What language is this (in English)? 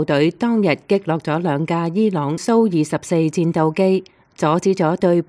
Cantonese